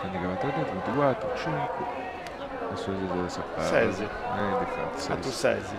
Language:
Sardinian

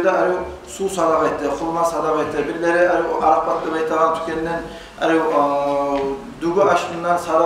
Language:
Kumyk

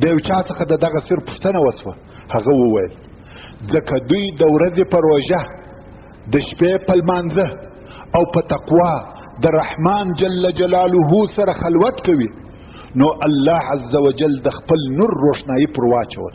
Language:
Pashto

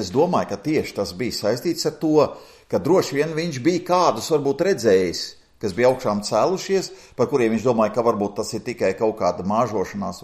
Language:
Latvian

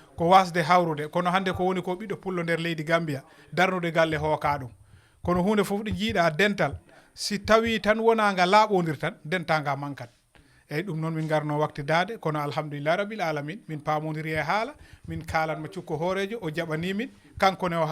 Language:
Fula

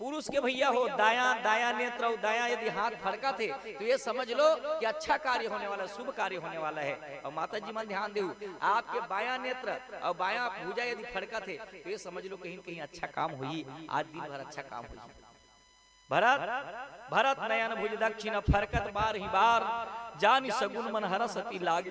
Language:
Chhattisgarhi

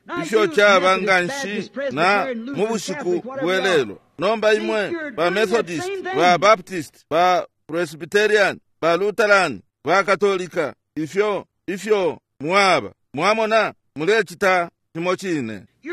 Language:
Bemba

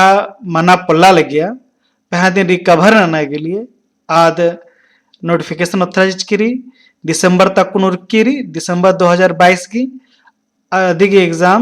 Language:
Kurukh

